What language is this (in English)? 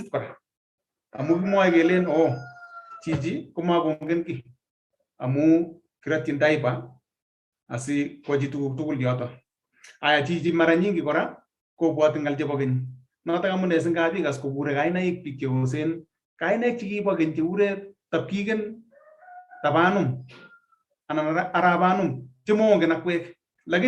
Kalenjin